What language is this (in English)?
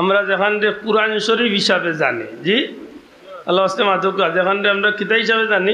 Sylheti